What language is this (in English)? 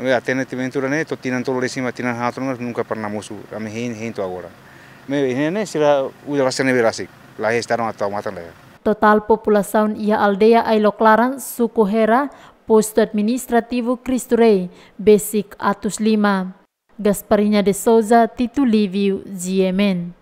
Tetum